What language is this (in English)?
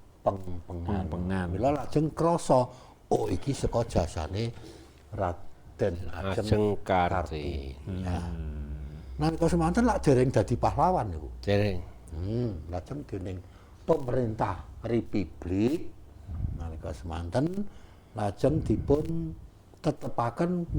Javanese